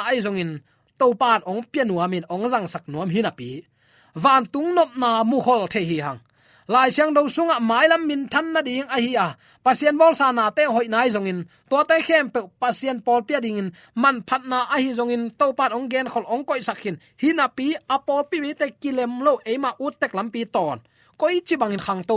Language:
Tedim Chin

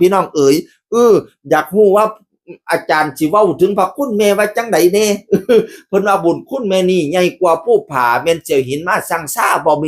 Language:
Northeastern Thai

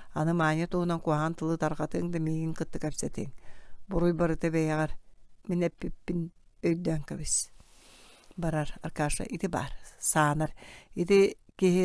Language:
Yakut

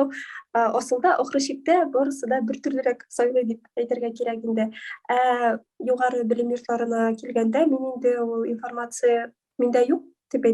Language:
Tatar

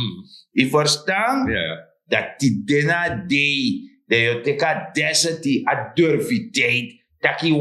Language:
Sranan Tongo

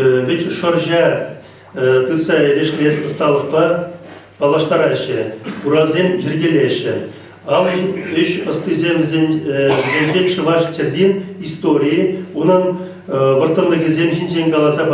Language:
Chuvash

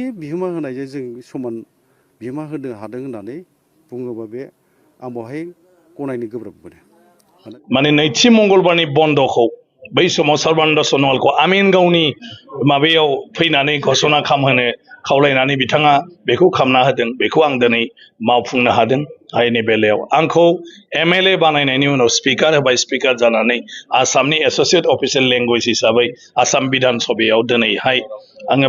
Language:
Bodo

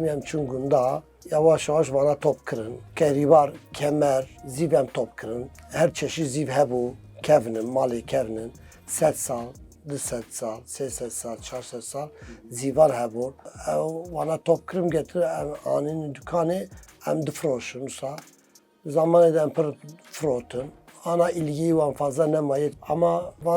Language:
Kurdish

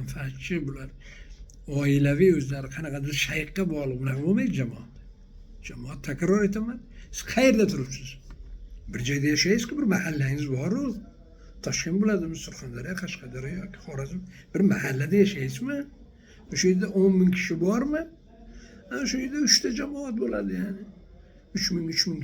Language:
Uzbek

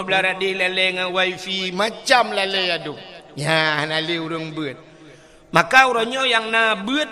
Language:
Achinese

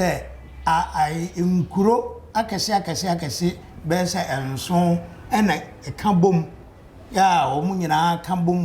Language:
Akan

